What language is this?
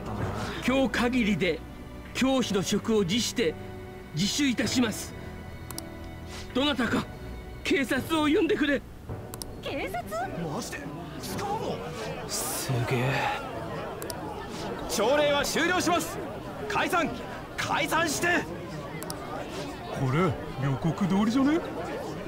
Japanese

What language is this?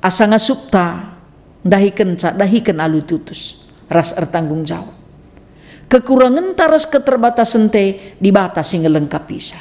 Batak Karo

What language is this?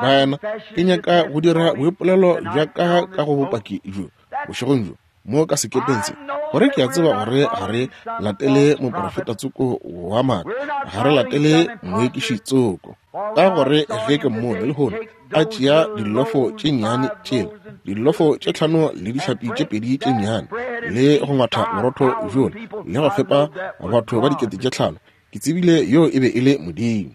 Northern Sotho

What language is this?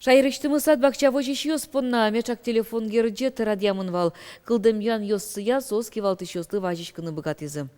Udmurt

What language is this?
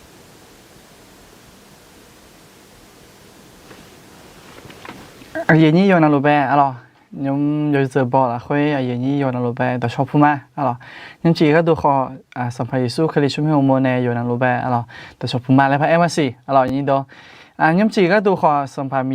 Akha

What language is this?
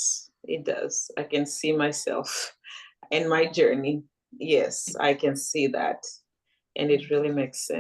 English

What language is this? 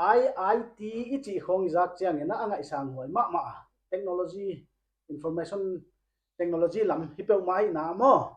Paite Chin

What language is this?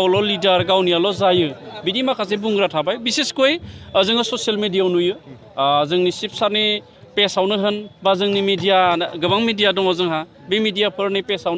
Bodo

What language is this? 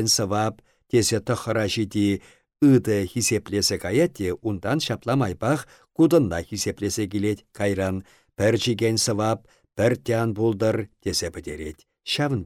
Chuvash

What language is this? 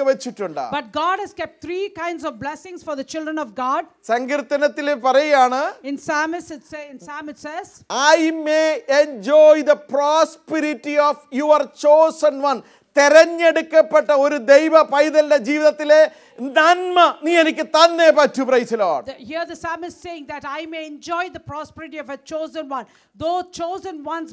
Malayalam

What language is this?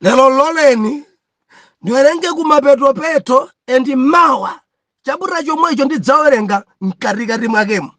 Nyanja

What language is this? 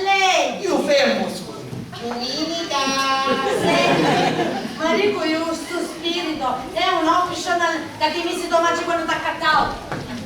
Sicilian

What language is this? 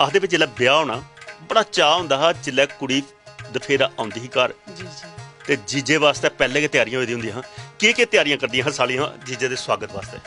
Dogri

